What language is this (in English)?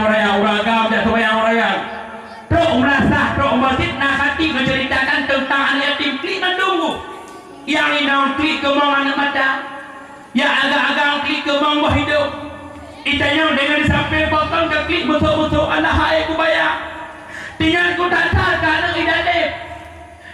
Achinese